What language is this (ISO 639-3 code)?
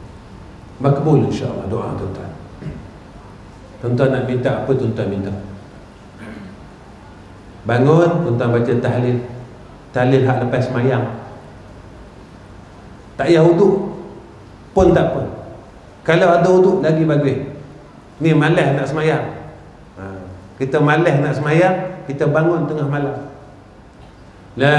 msa